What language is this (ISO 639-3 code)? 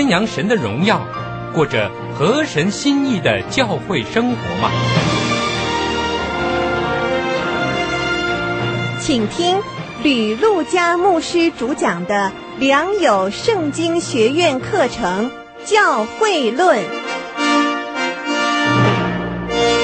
zho